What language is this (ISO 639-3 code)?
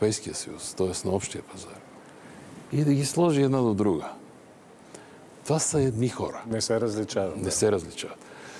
bul